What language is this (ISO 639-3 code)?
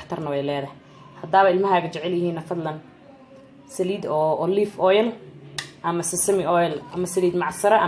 som